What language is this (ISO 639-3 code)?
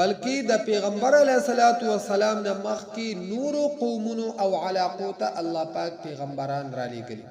pus